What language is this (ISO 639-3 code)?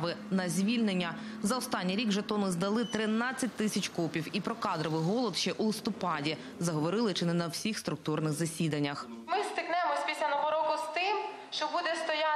ukr